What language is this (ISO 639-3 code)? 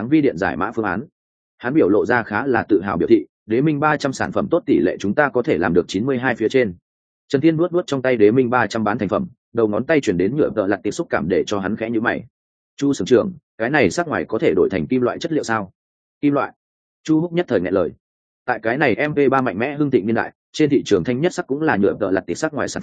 vie